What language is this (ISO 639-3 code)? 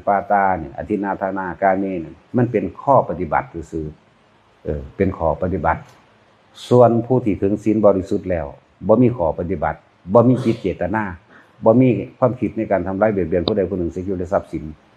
tts